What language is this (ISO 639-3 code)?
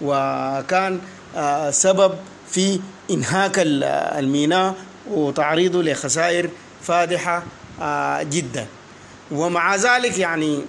apd